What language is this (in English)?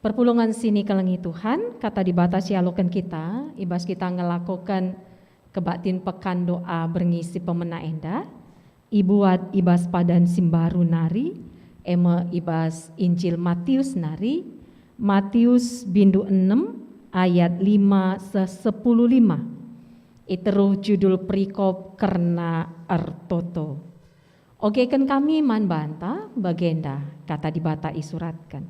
Batak Karo